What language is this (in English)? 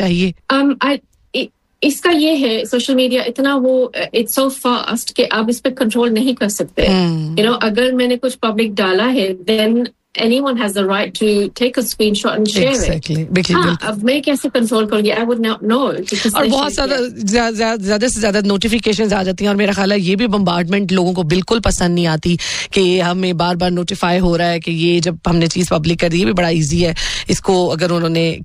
Hindi